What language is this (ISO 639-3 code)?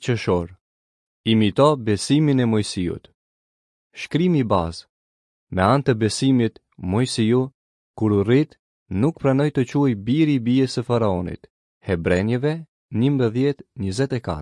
sqi